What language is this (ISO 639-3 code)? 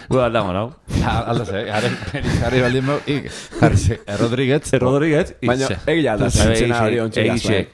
eus